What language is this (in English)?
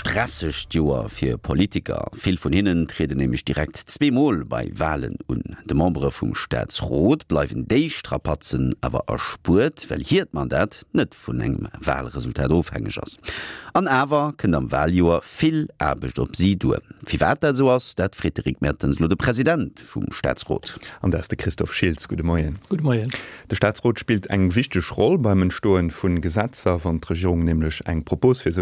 Luxembourgish